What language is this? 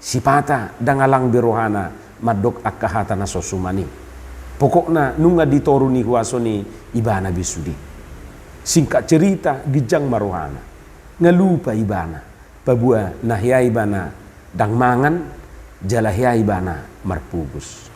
Batak Toba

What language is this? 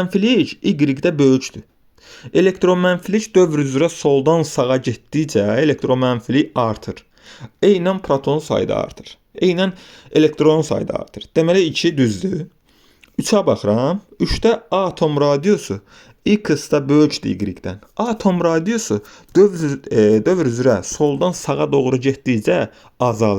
Azerbaijani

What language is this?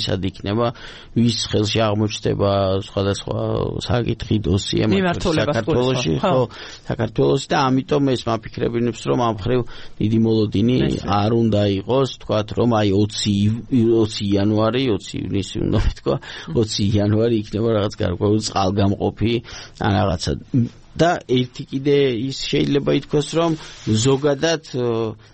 Georgian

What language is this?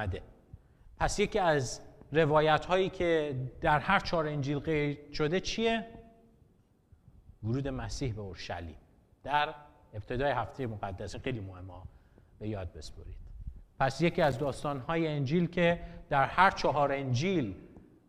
Persian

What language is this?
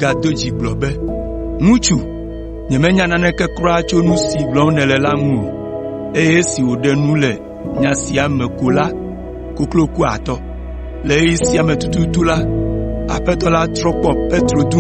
Ewe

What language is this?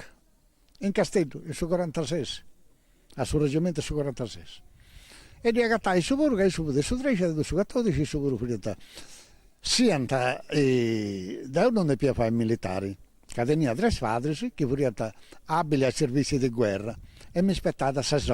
Sardinian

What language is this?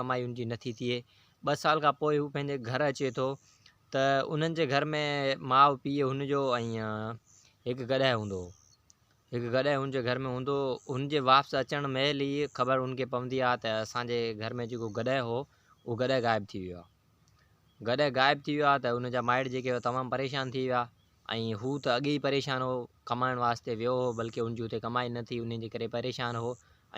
Sindhi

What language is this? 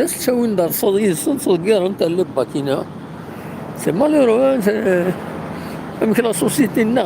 Kabyle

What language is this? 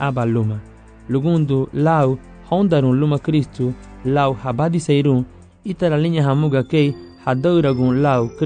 Garifuna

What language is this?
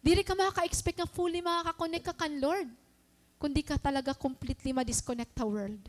Waray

